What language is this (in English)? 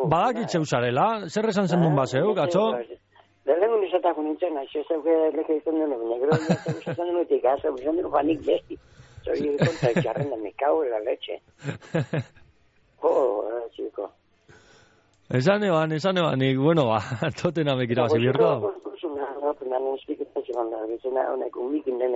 Basque